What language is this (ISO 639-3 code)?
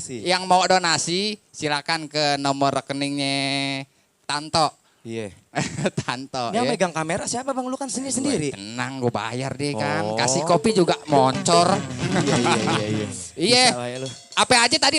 bew